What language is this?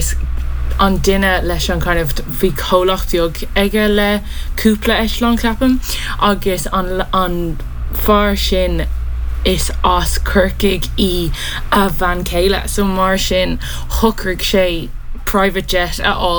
Irish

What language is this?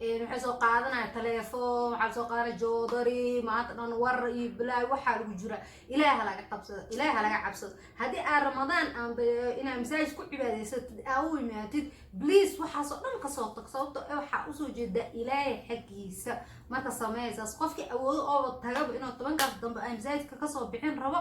Somali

